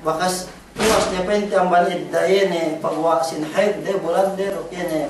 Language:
Yakan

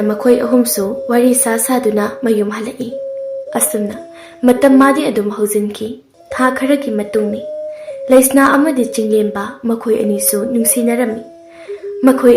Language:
Manipuri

